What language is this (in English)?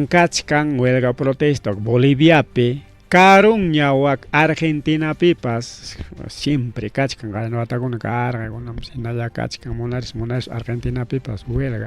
Ayacucho Quechua